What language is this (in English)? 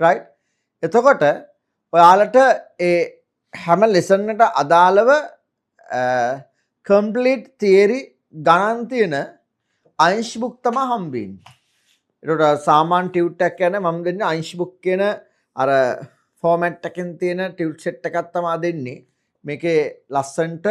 Sinhala